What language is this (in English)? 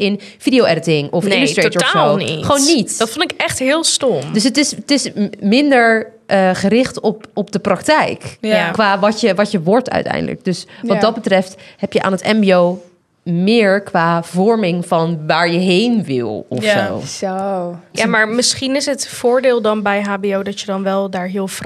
Dutch